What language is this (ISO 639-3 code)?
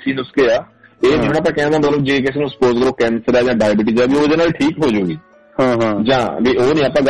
pan